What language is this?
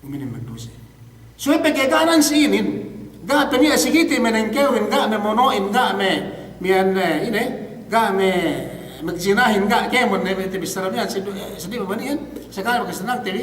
Yakan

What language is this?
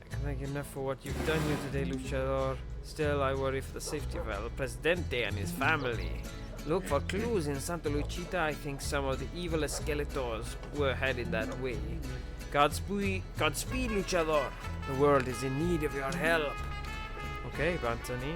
Welsh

